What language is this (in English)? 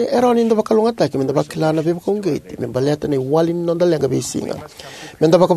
Fijian